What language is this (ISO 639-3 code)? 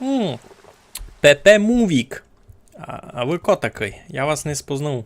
rue